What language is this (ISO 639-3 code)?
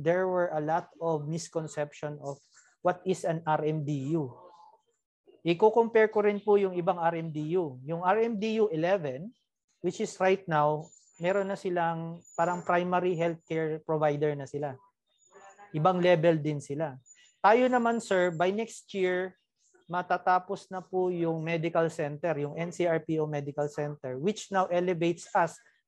fil